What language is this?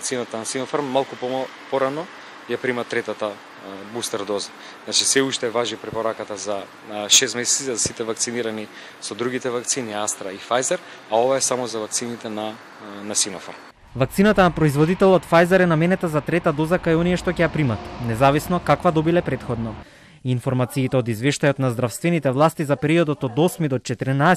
Macedonian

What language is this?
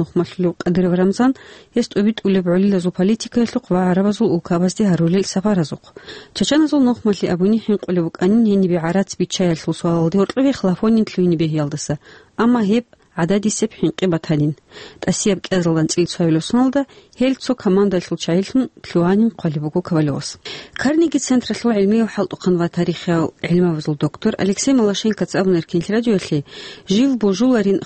Avaric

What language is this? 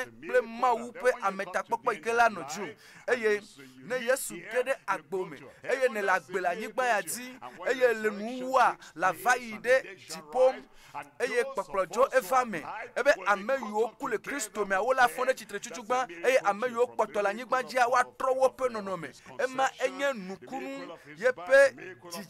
Ewe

